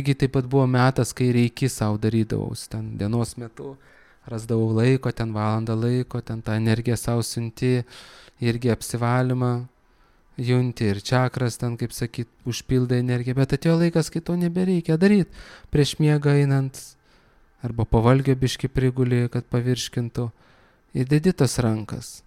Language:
Lithuanian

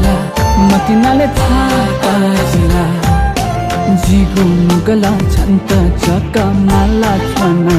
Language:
Newari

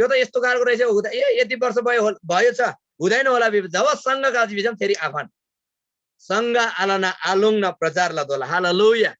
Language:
Eastern Tamang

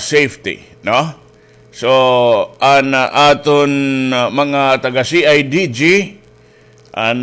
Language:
Waray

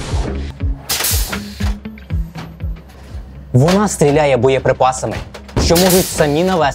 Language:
Ukrainian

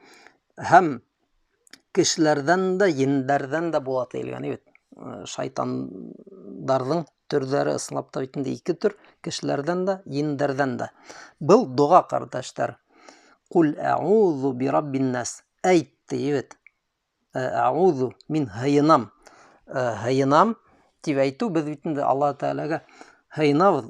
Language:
Bashkir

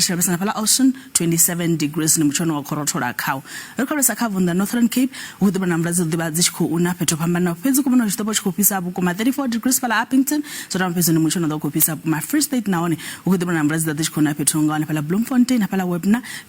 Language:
Venda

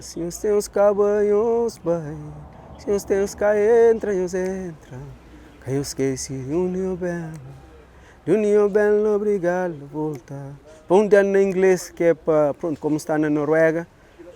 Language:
Kabuverdianu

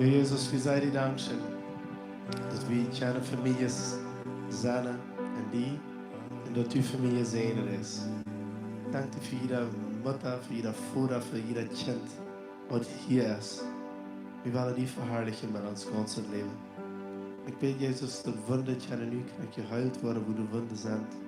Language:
Plautdietsch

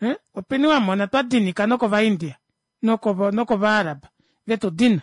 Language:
Kuanyama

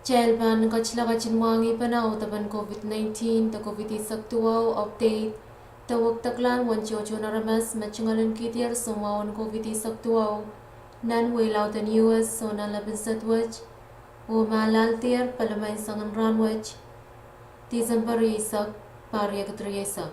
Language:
Pohnpeian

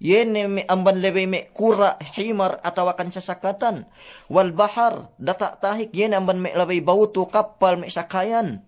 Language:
Yakan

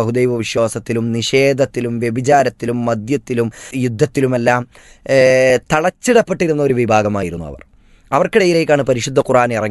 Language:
Malayalam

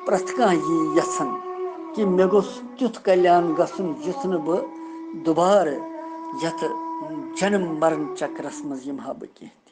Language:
Kashmiri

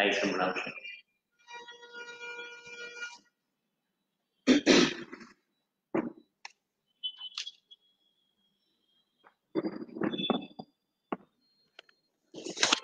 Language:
Gujarati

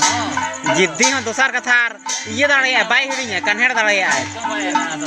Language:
Santali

